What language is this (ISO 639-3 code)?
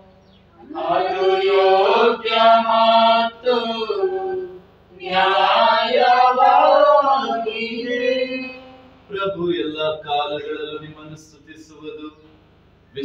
kan